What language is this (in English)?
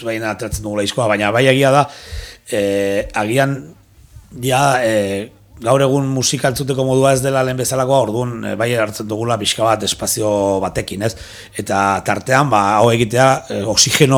Basque